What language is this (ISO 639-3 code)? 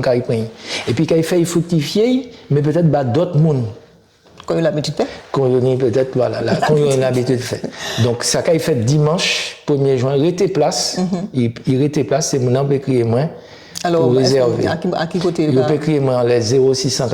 gcf